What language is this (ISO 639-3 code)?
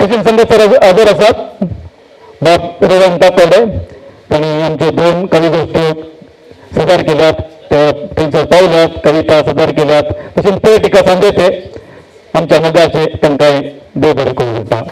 kok